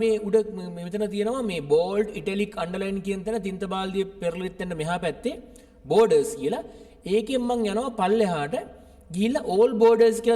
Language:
Sinhala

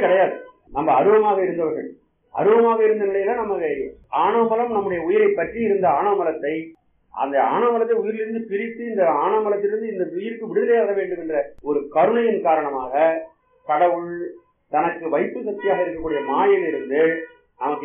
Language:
Tamil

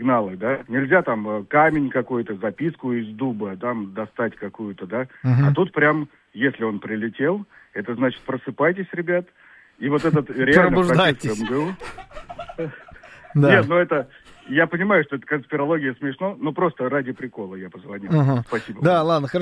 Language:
Russian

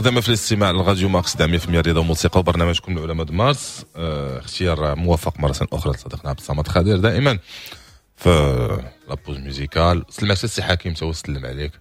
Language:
Moroccan Arabic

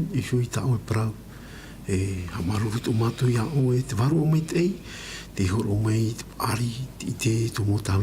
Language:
Tahitian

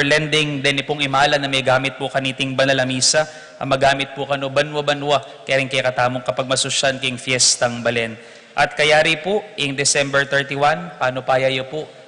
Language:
Pampanga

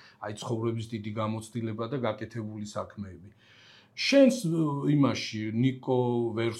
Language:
Georgian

